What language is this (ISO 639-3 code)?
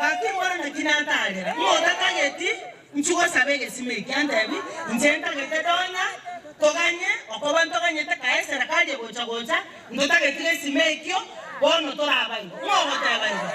guz